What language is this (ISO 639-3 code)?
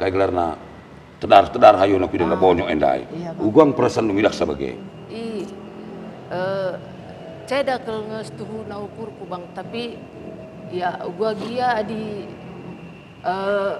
btx